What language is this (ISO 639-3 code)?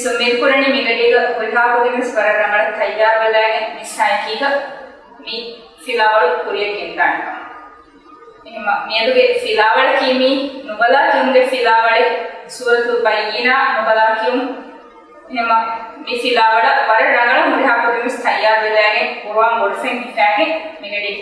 div